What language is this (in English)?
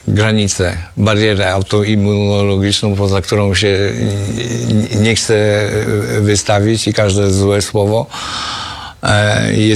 Polish